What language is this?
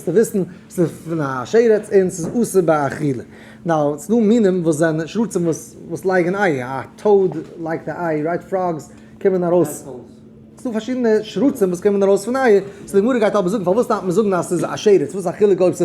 Yiddish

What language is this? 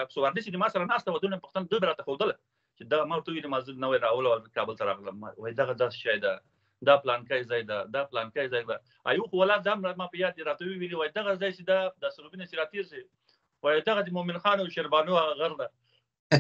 Pashto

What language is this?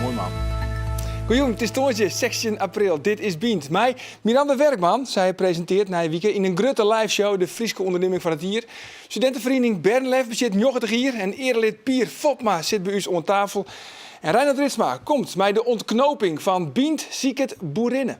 Western Frisian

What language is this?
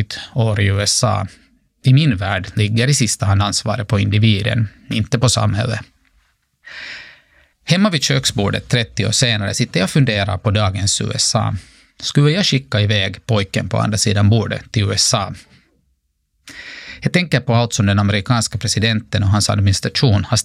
Swedish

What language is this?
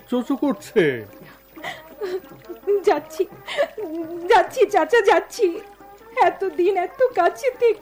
Bangla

